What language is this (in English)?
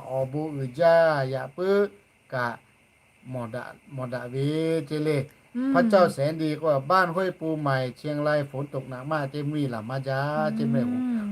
Lahu